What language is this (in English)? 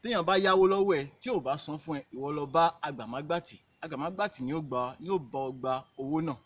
Yoruba